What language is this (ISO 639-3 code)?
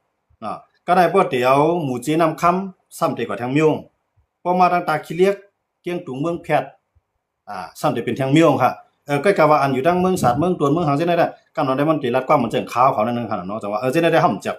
shn